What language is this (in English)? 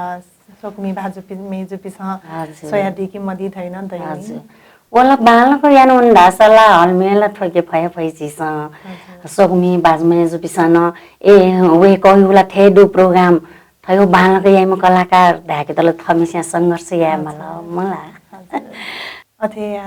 Newari